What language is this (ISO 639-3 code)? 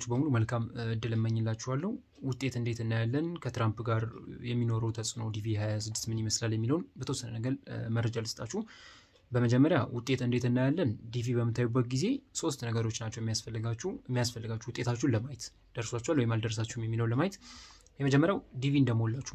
amh